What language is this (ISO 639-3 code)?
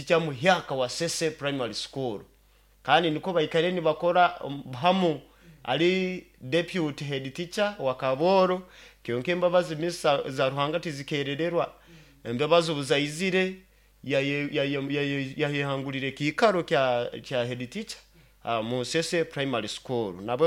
nyo